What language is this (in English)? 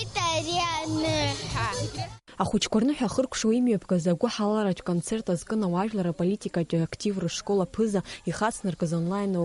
Abkhazian